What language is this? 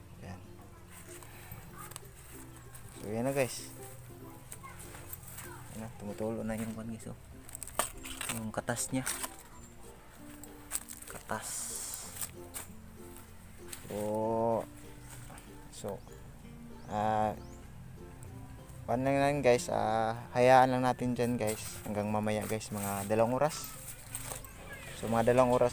Filipino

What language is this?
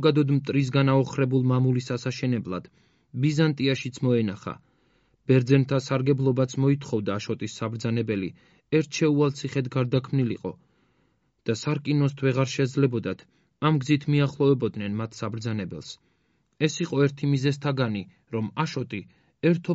Georgian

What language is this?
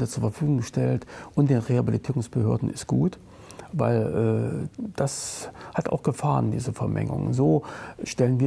German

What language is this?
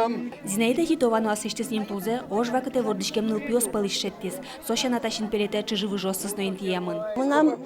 Udmurt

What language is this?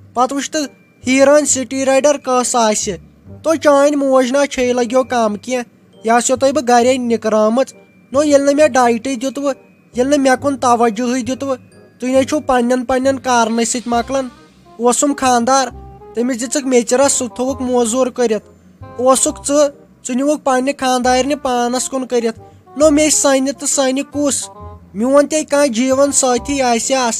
Kashmiri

